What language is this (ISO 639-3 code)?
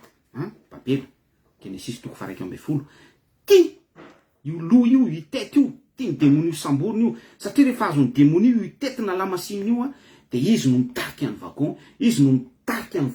mlg